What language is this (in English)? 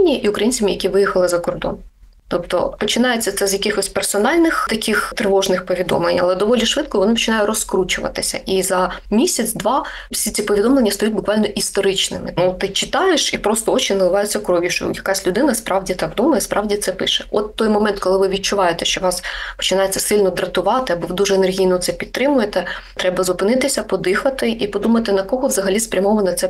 Ukrainian